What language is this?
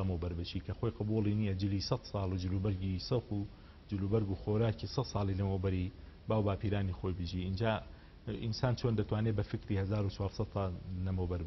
Central Kurdish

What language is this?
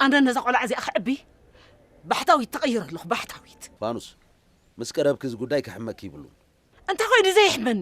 Tigrinya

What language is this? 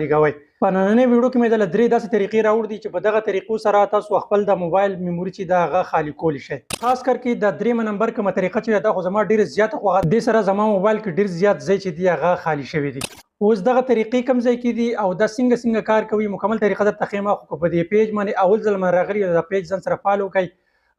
Pashto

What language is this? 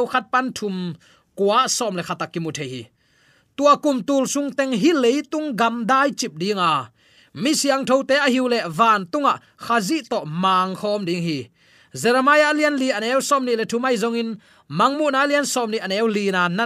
Tedim Chin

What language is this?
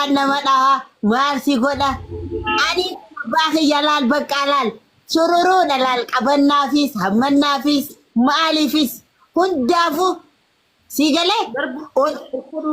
Oromo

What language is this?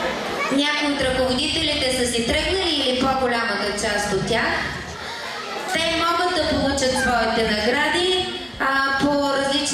Bulgarian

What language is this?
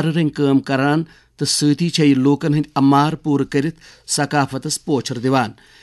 Kashmiri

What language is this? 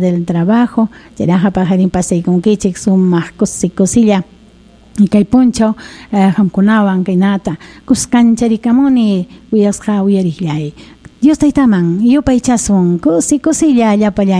Ayacucho Quechua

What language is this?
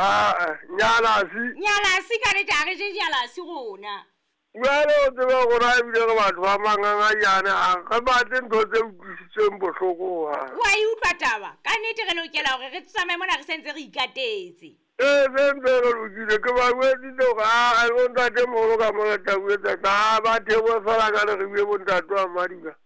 Southern Sotho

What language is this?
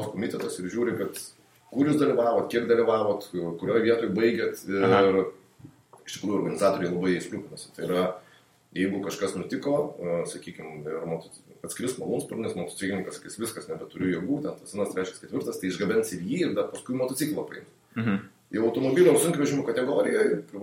Lithuanian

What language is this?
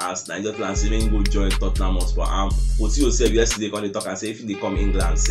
Nigerian Pidgin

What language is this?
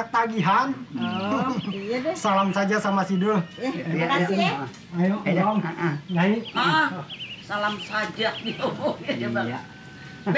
Betawi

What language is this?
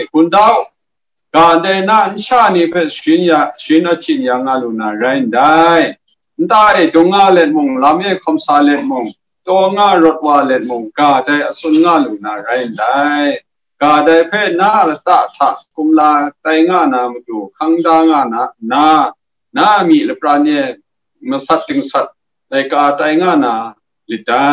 Kachin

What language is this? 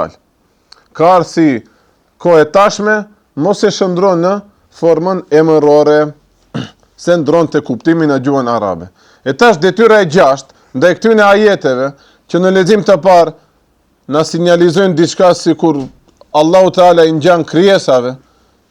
Albanian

